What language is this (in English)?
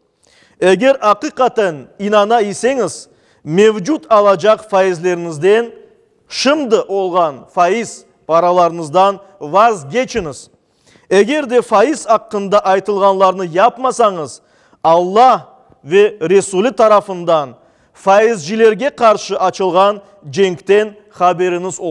Crimean Tatar